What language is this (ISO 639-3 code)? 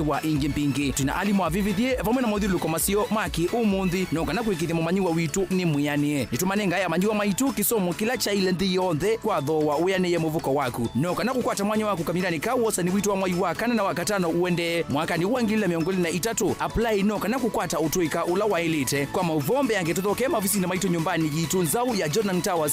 kam